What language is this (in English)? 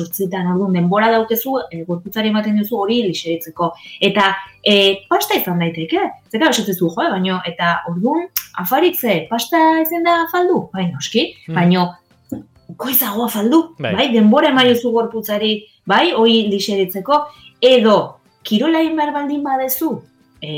Basque